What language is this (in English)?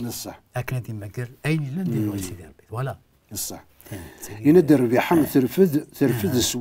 Kabyle